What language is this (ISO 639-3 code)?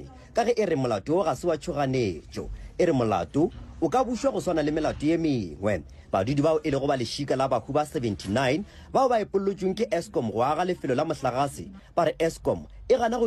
nso